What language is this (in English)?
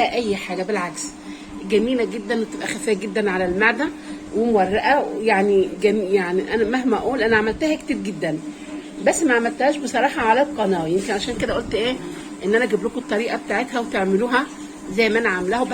Egyptian Arabic